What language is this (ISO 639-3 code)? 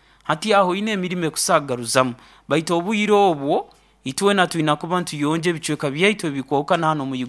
nyo